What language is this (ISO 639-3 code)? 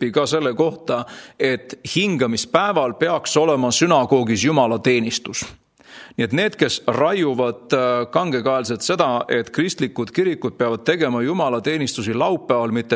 est